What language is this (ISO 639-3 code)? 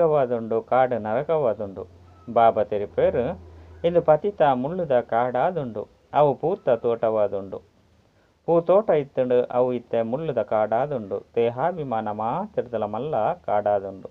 tcy